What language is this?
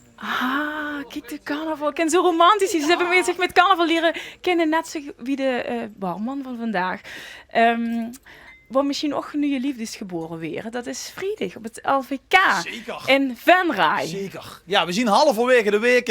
Limburgish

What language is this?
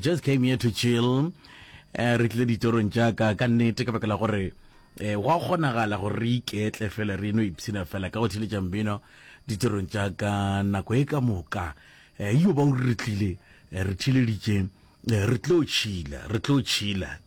Northern Sotho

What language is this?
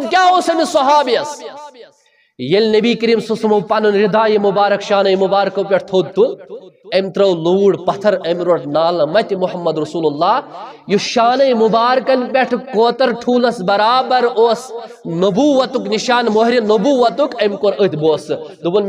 Kashmiri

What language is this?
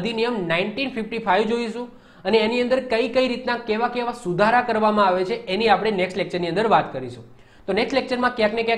Gujarati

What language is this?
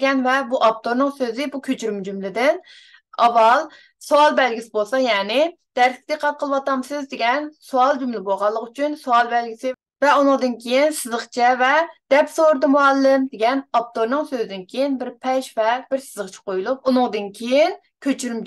Uyghur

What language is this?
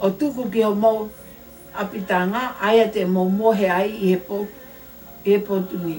Tongan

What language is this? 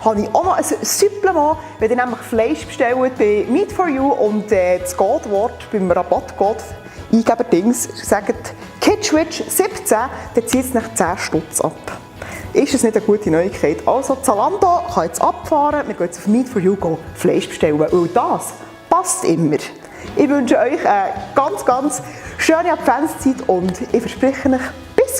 Swiss German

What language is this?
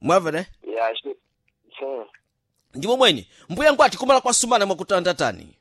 Sena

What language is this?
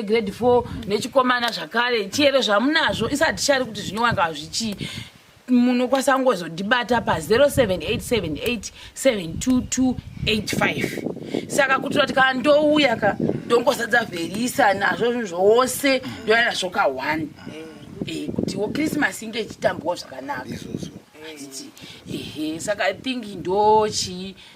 Shona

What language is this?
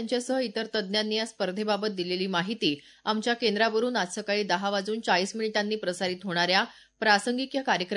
Marathi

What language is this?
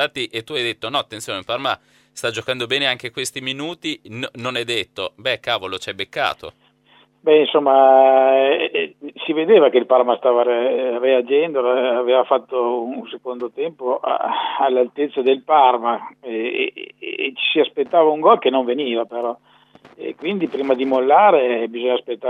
Italian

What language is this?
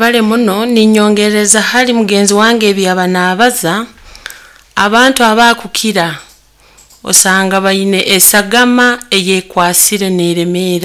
Nyankole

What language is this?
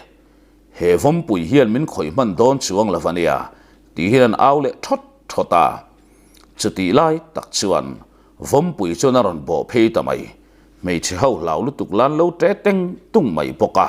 Mizo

